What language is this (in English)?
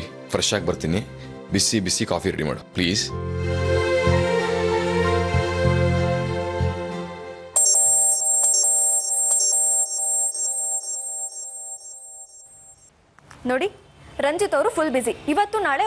Kannada